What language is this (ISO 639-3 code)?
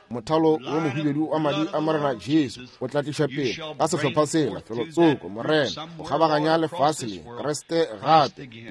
nso